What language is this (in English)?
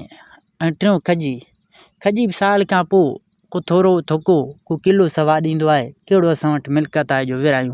Sindhi